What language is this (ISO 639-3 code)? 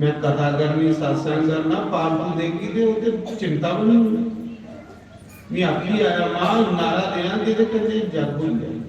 doi